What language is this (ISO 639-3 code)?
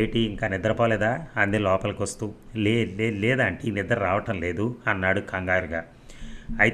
tel